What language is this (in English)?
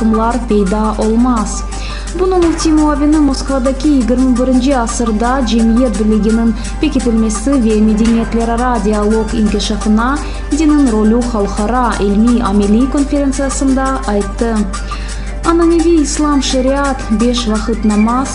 Crimean Tatar